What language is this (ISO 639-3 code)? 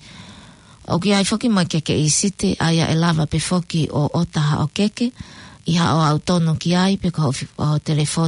ton